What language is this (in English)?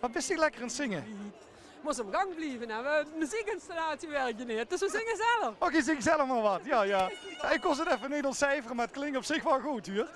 Limburgish